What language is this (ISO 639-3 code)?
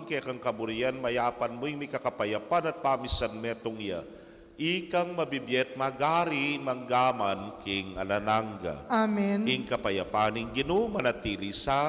pam